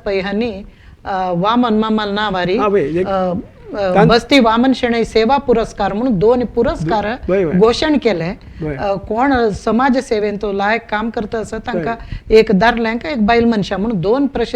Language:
Konkani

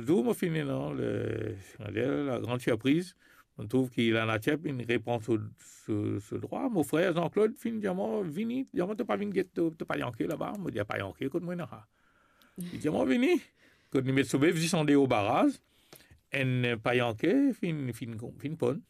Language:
Morisyen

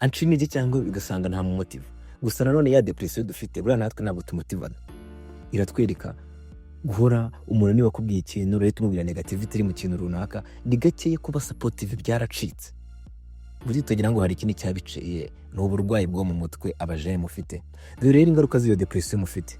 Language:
Kinyarwanda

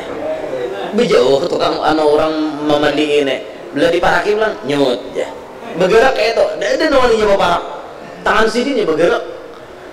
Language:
Banjar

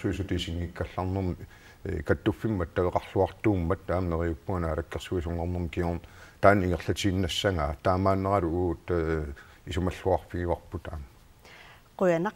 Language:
Kalaallisut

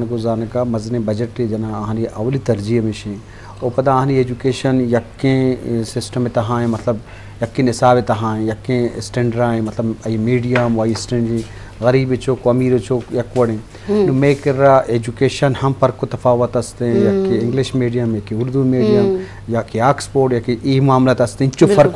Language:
Baluchi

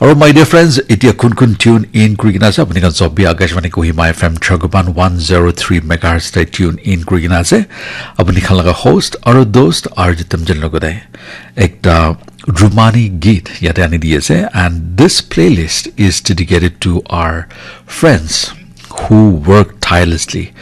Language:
Naga Pidgin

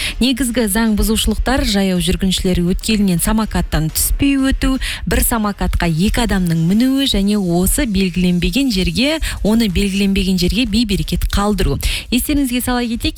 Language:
Kazakh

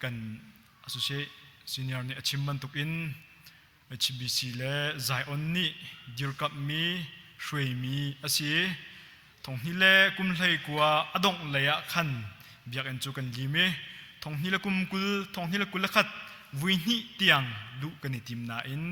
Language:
Hakha Chin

